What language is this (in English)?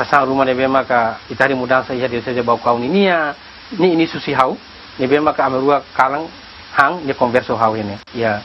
Tetum